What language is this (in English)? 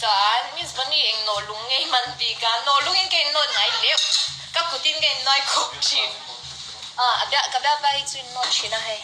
Mizo